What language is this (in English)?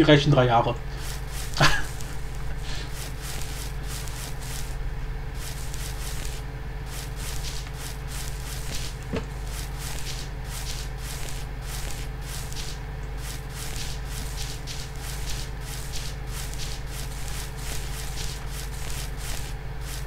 German